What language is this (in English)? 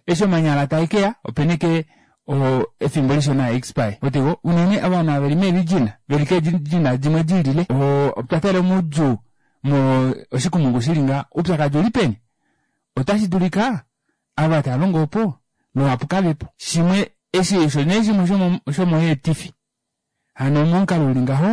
Kuanyama